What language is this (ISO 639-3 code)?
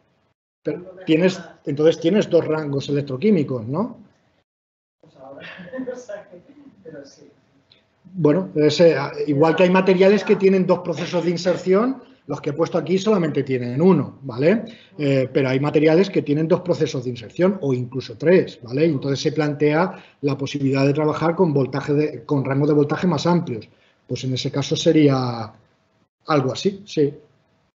spa